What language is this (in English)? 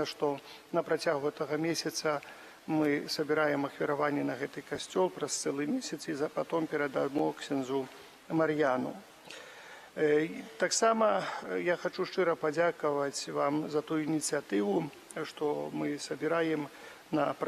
Belarusian